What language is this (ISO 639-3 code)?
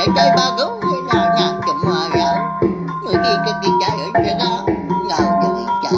iba